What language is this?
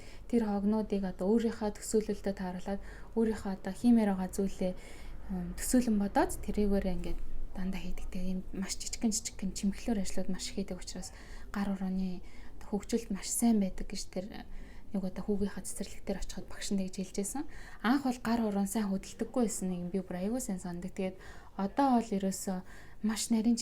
Mongolian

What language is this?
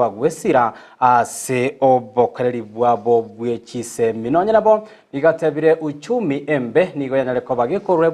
Gusii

